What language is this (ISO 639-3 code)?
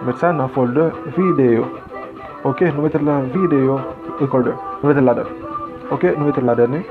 hat